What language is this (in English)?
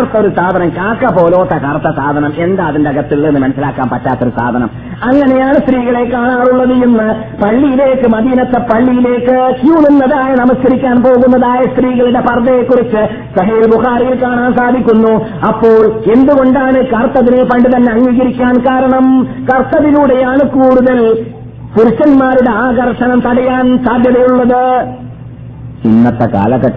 Malayalam